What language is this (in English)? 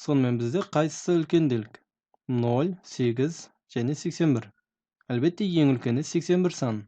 Kazakh